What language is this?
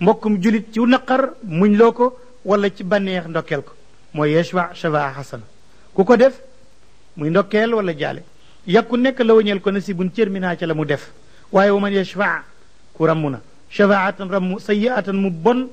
Wolof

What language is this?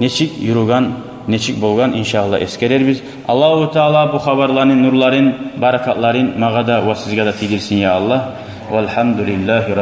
Kumyk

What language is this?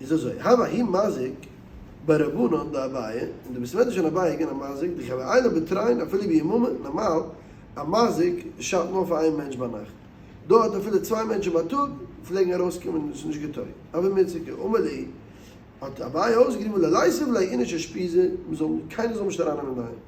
Yiddish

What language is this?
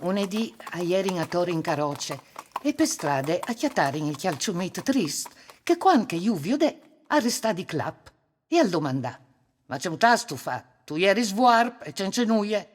Friulian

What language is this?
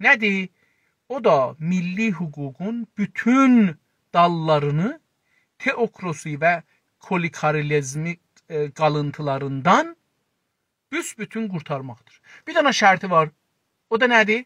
South Azerbaijani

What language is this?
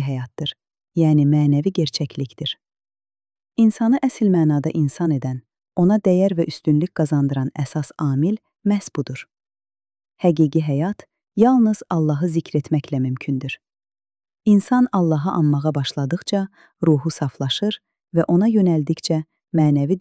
Azerbaijani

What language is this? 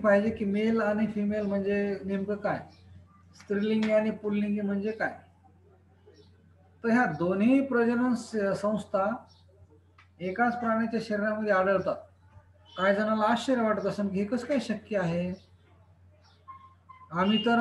Marathi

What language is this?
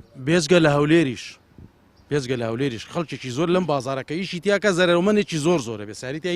Central Kurdish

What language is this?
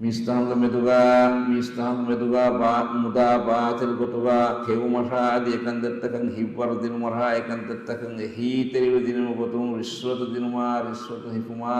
Divehi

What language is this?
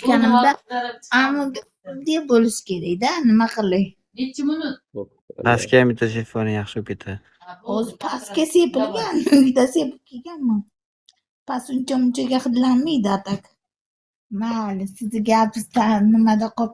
Uzbek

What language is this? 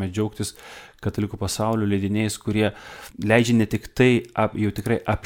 Lithuanian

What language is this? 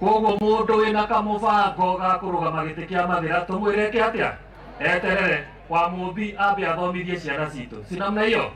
Kikuyu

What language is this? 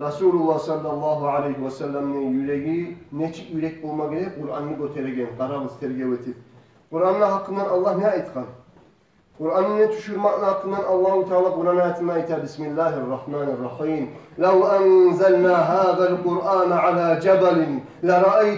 Kumyk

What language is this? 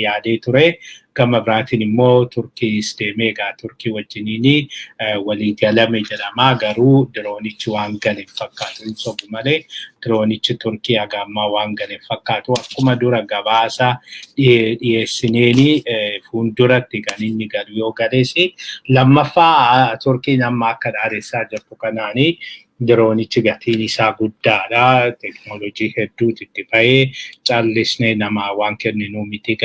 Oromo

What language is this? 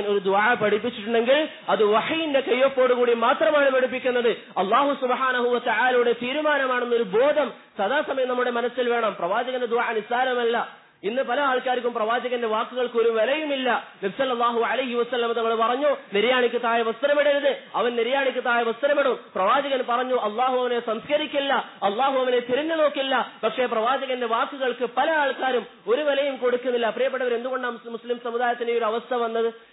Malayalam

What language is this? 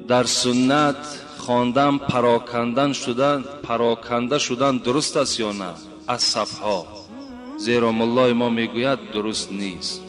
Tajik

